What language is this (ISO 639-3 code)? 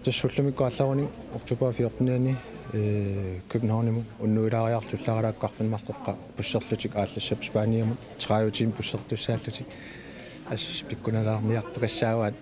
kal